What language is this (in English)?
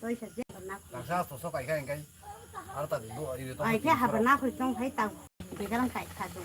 Kok Borok